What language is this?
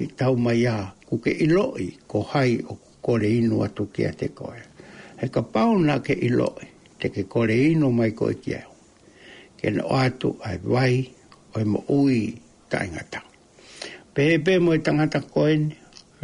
Tongan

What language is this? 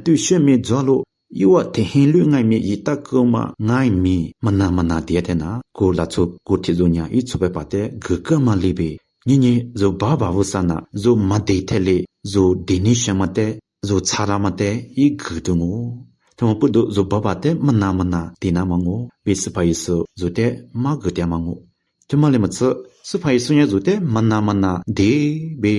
Lisu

